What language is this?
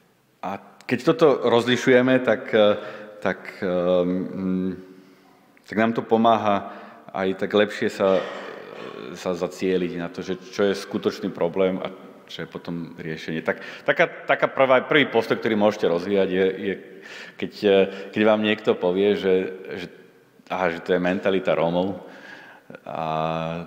Slovak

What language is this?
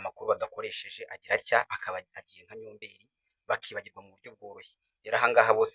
Kinyarwanda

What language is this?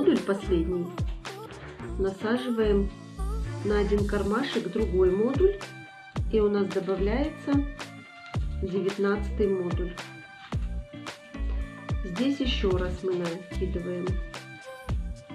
Russian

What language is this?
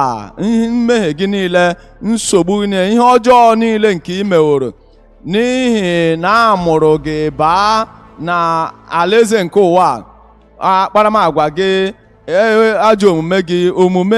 Igbo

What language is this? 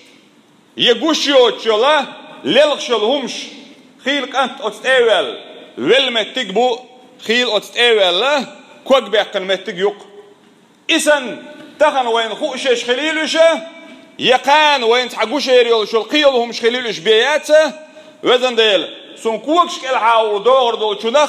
Chechen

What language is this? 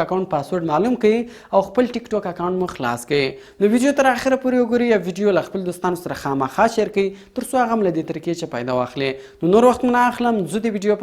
Pashto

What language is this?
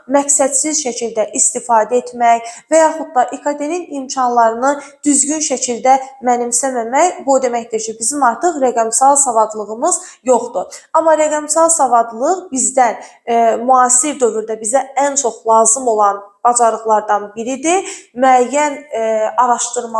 Azerbaijani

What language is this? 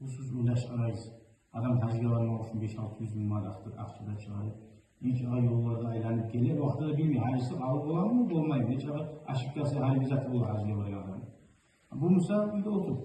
Kumyk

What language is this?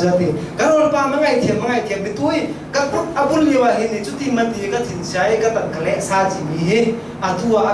Falam Chin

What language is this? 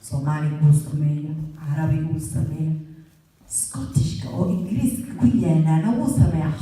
Somali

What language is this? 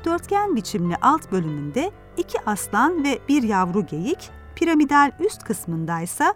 Turkish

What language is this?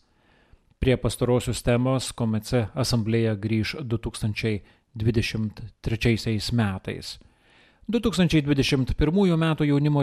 Lithuanian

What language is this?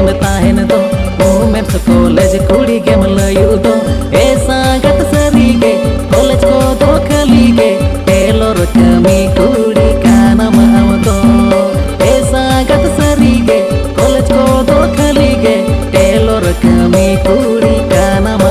Santali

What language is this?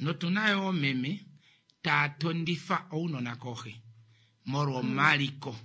Kuanyama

